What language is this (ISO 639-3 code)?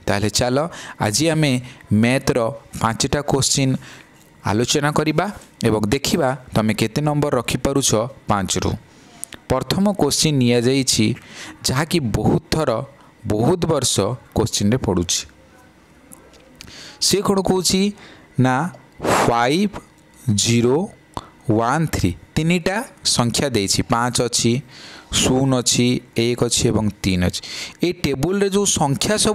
ori